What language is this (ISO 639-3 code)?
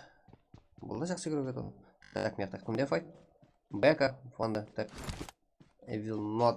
kaa